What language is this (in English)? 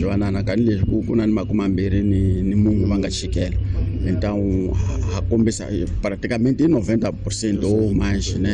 Tsonga